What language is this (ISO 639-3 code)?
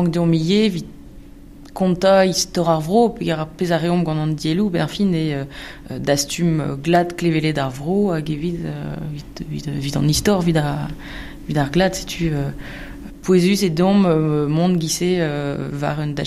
bre